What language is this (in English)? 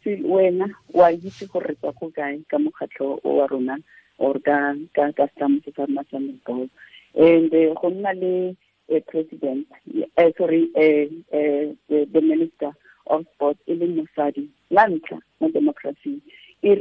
Tswana